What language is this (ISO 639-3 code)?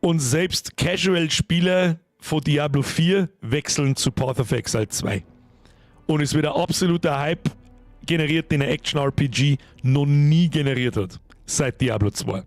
bar